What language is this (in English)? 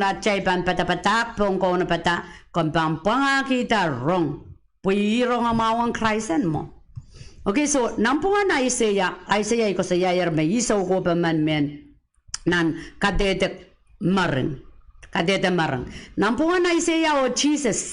Pohnpeian